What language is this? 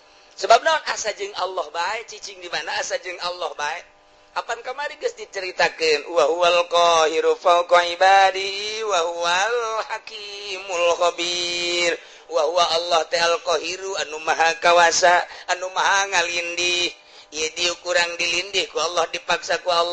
Sundanese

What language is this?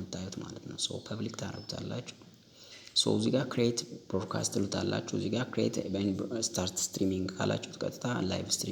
Amharic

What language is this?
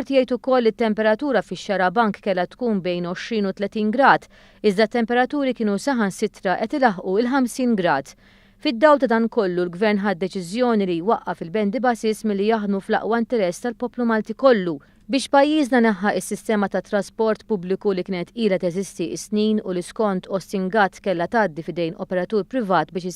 Maltese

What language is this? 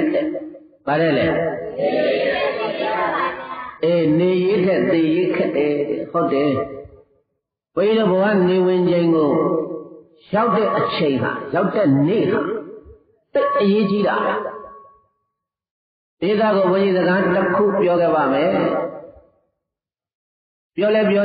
Burmese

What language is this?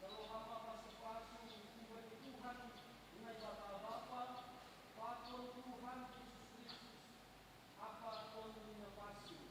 Batak Simalungun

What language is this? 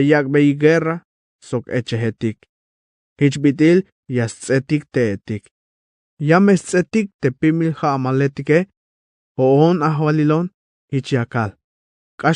Tzeltal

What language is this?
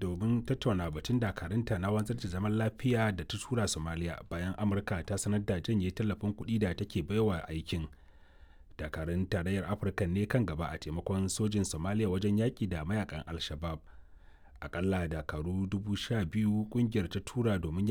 Hausa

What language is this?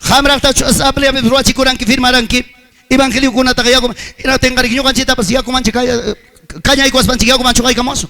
Ayacucho Quechua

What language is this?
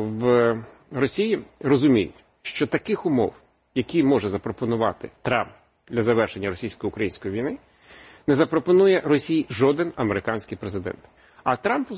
Ukrainian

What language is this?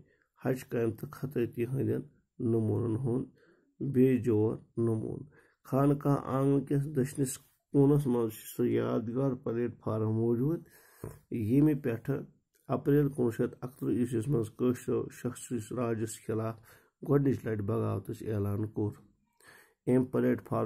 Kashmiri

